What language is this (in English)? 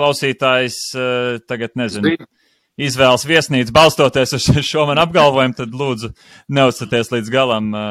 Latvian